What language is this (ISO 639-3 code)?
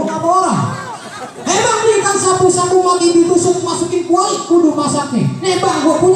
bew